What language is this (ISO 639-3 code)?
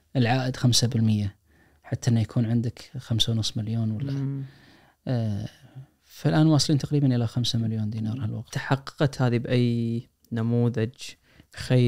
ars